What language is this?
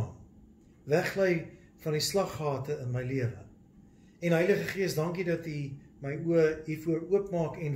Afrikaans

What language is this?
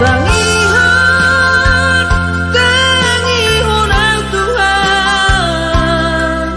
Batak Simalungun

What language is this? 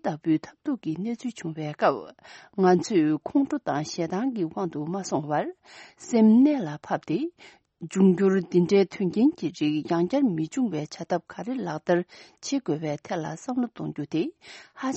Tibetan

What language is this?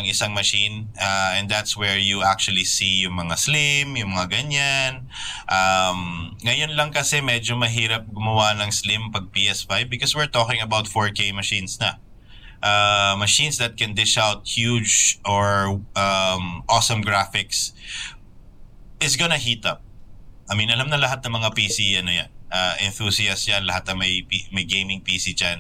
Filipino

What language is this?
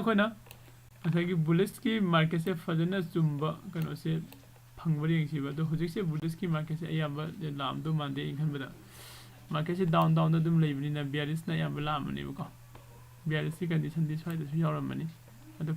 Manipuri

